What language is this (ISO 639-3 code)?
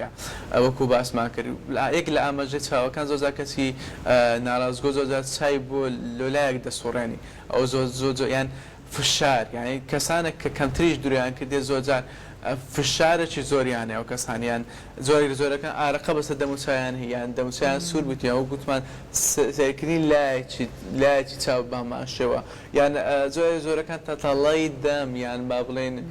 ckb